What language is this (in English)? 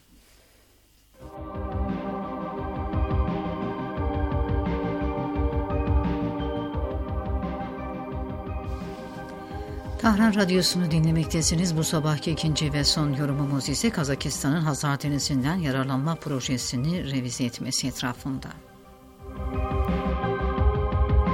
Turkish